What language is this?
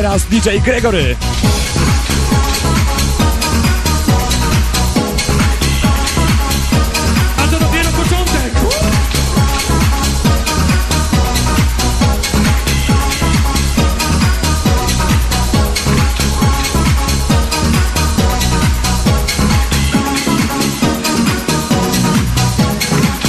Polish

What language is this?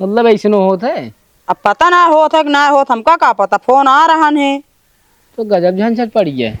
Awadhi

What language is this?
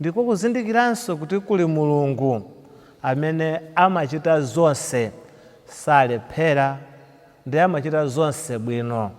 Nyanja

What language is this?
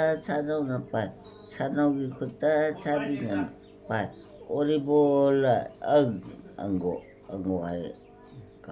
Manipuri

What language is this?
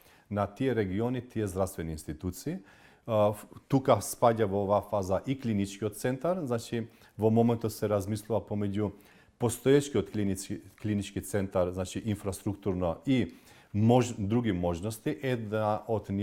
Macedonian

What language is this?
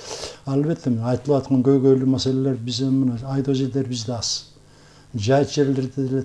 Kyrgyz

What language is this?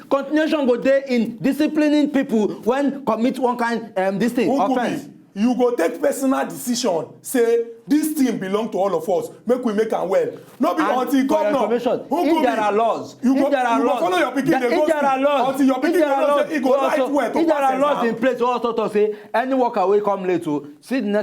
Nigerian Pidgin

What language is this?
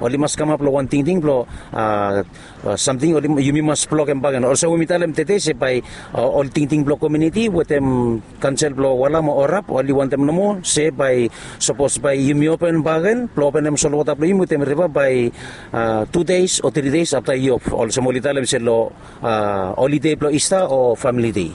Bislama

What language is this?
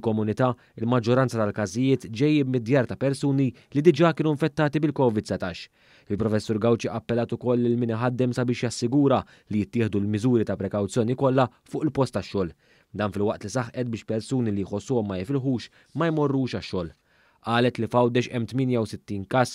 Maltese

